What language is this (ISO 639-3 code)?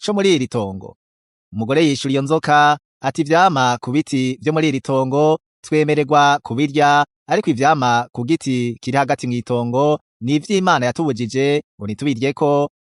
run